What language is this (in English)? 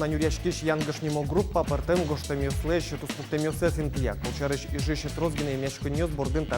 Udmurt